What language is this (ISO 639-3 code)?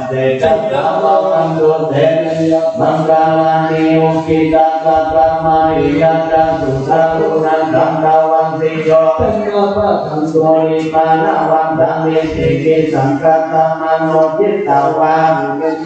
pli